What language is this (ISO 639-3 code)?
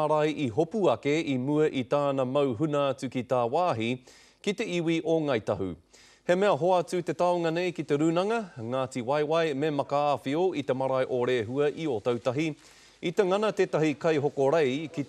mri